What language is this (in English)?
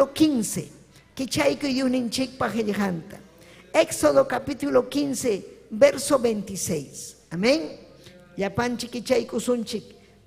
Ayacucho Quechua